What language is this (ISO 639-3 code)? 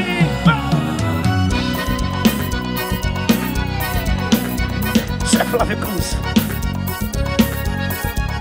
por